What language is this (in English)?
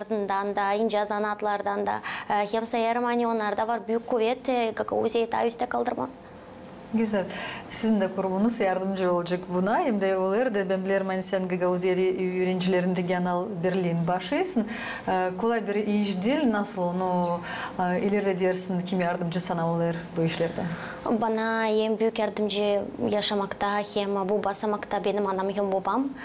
Gagauz